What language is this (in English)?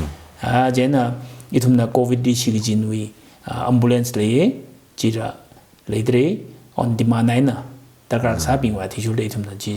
Tangkhul Naga (India)